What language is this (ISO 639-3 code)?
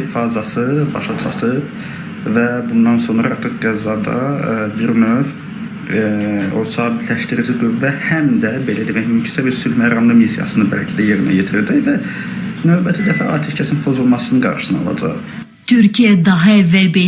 aze